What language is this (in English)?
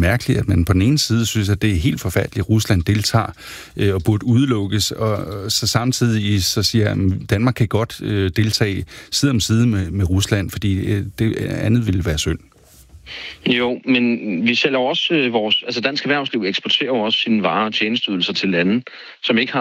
Danish